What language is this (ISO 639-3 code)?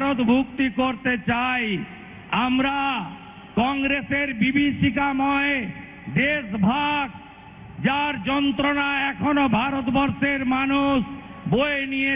ben